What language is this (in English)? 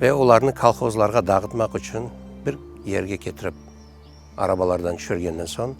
Crimean Tatar